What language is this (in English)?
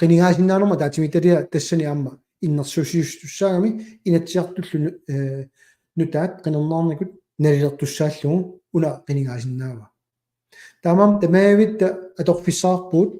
Kalaallisut